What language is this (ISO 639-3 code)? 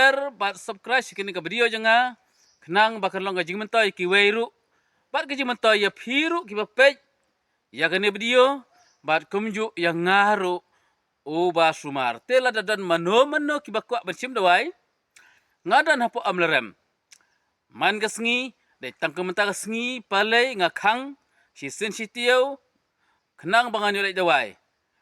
kha